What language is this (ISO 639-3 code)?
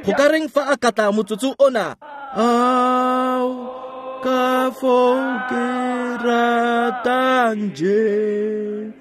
tsn